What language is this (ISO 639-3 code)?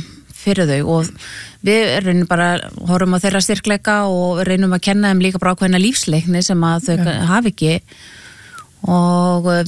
isl